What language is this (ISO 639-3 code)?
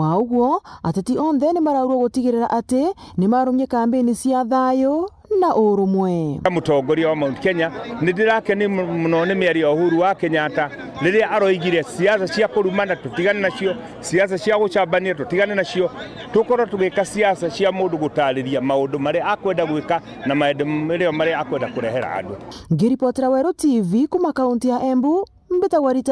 mer